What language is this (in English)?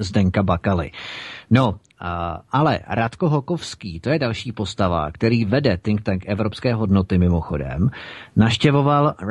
Czech